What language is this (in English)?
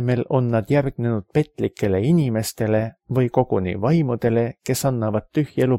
Estonian